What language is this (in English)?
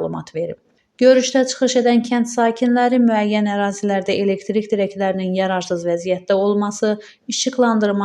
Azerbaijani